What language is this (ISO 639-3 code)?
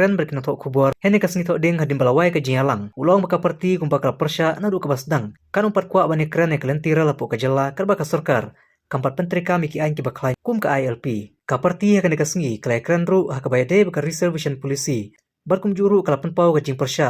kha